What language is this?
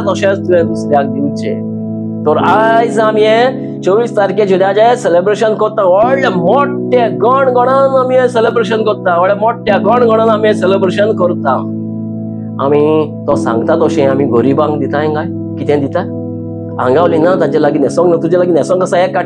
Konkani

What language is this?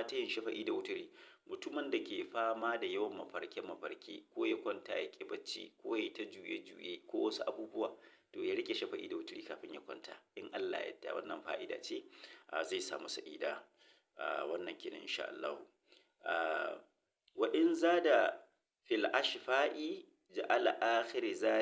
Hausa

